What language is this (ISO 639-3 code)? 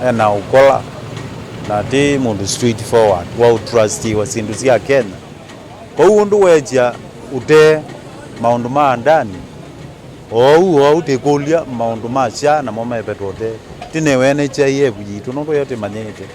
kam